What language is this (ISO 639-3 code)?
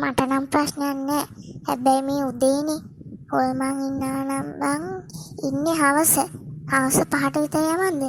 sin